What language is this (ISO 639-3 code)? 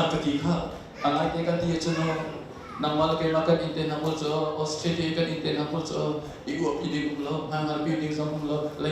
cnh